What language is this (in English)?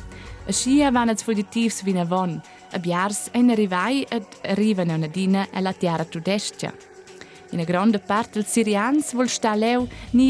Romansh